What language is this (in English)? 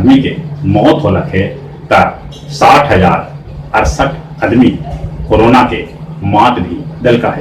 Magahi